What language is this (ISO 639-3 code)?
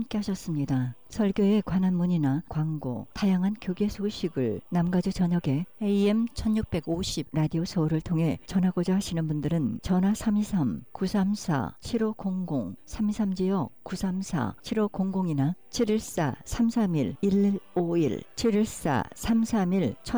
kor